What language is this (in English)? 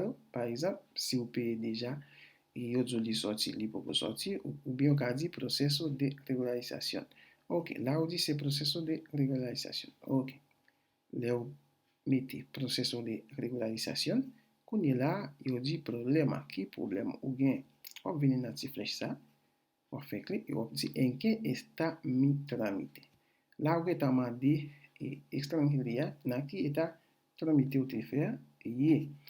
Haitian Creole